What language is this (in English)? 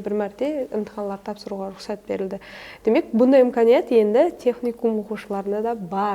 Kara-Kalpak